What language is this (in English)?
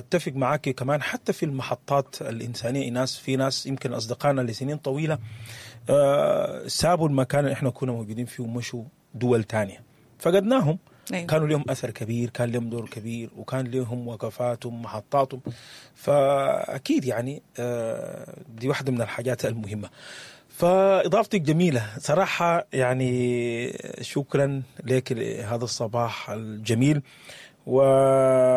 Sudanese Arabic